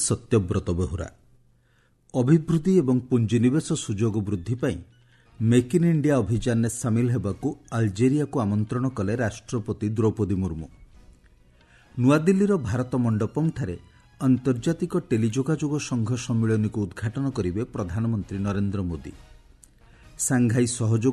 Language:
Odia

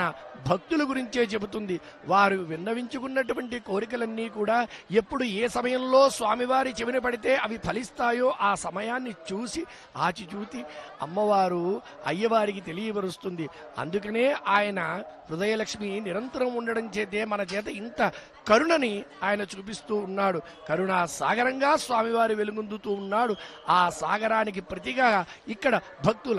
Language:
Telugu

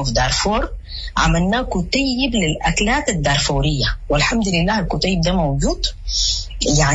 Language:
Sudanese Arabic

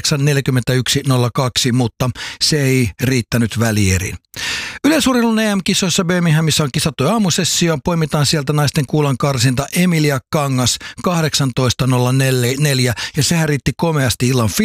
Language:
Finnish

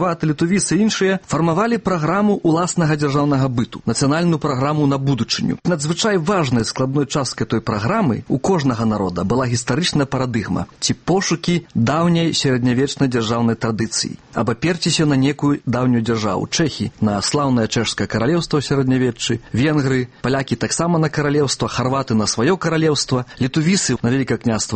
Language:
Belarusian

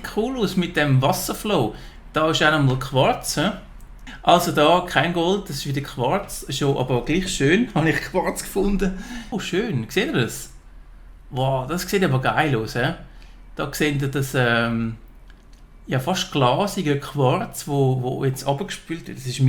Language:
Swiss German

